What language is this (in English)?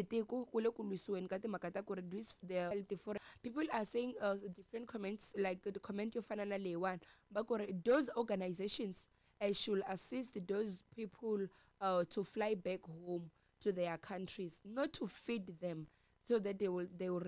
Tsonga